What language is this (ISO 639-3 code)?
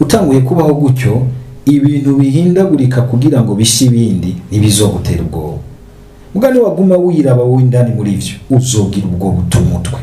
run